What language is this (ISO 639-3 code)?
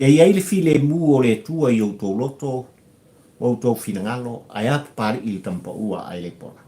smo